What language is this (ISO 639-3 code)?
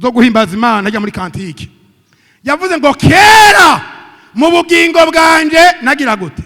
run